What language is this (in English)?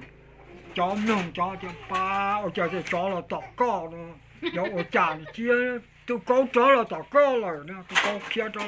Hmong